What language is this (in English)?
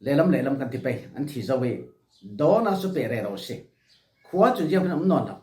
Falam Chin